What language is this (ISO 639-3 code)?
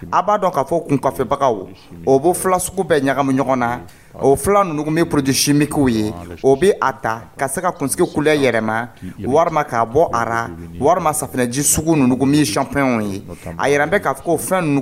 dyu